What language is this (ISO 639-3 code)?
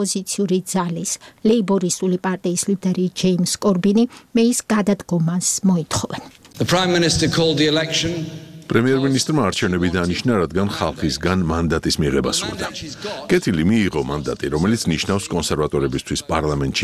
kat